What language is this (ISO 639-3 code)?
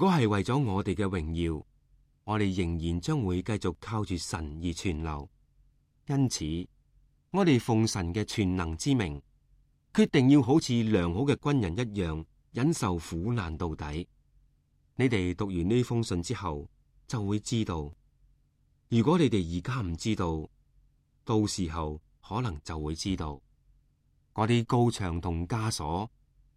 yue